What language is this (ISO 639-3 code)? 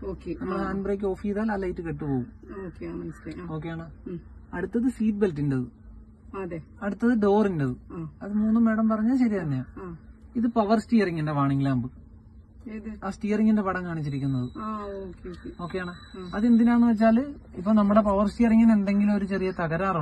mal